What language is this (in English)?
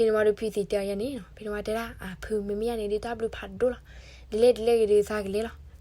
S'gaw Karen